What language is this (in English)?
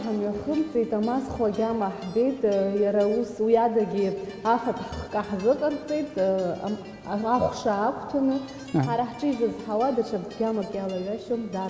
Abkhazian